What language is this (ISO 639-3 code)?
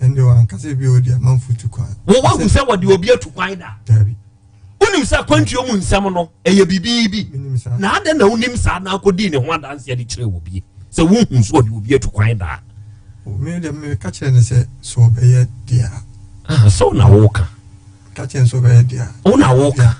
aka